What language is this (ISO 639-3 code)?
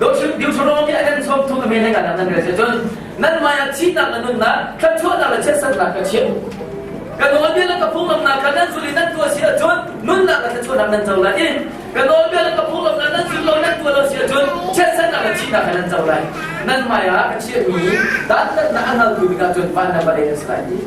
cnh